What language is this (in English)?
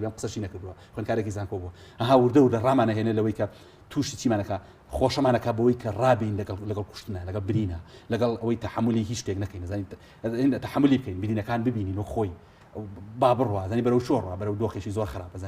Central Kurdish